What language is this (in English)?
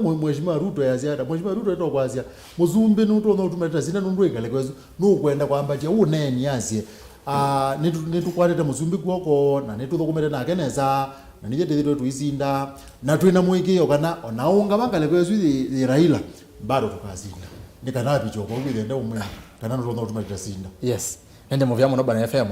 Kamba